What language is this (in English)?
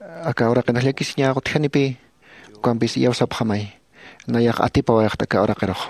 Aymara